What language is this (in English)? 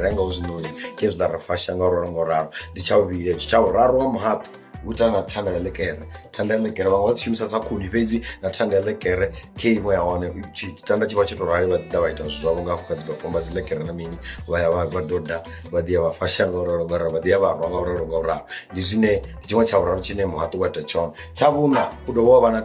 Venda